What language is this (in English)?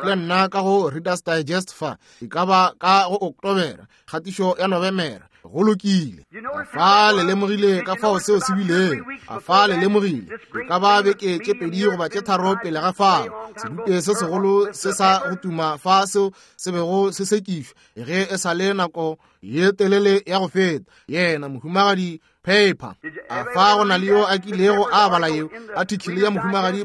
Northern Sotho